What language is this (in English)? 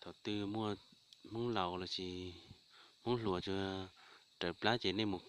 Hmong